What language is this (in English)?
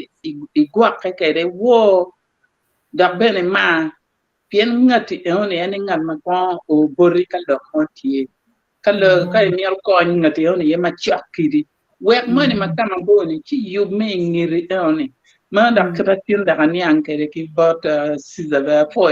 Acoli